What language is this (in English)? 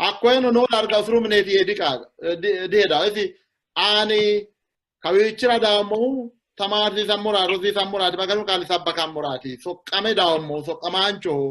Sidamo